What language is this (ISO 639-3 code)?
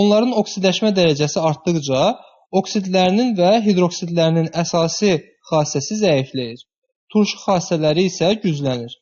aze